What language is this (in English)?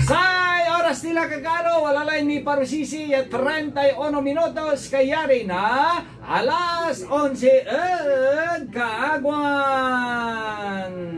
Pangasinan